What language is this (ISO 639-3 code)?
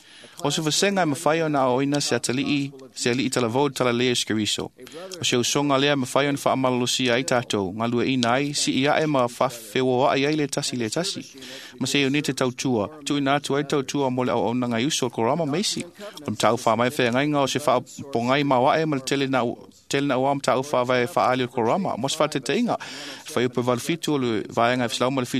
smo